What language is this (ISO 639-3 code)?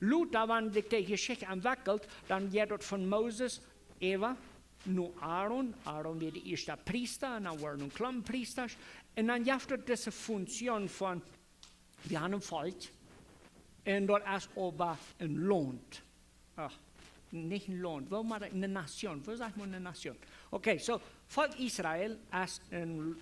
pdt